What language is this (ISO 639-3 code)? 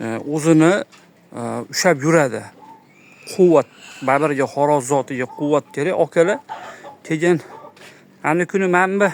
uzb